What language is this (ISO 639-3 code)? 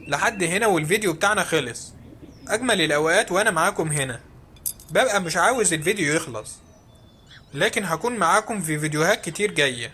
arz